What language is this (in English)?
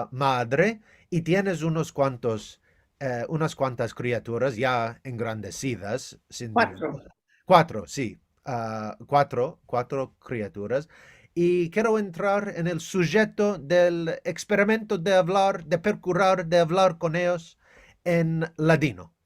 Ladino